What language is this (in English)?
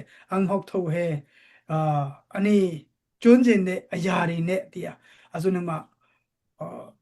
Daai Chin